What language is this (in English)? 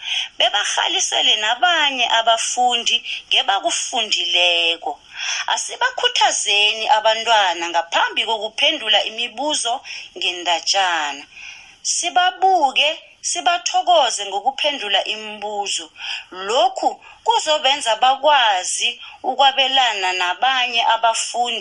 South Ndebele